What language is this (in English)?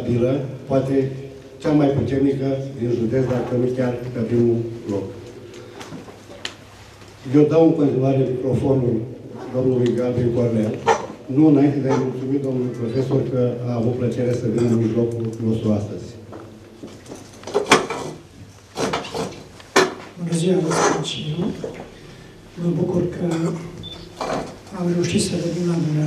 Romanian